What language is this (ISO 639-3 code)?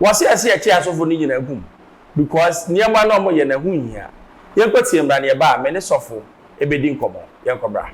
aka